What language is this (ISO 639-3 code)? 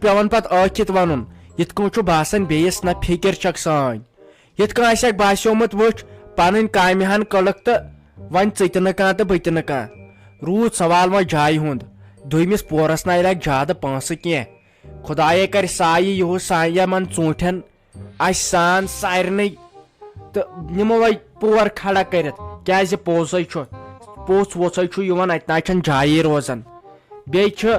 kas